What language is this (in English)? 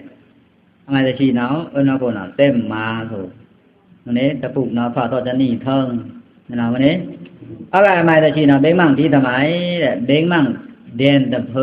Pa'o Karen